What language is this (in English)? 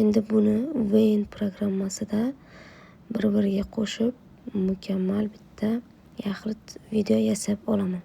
Uzbek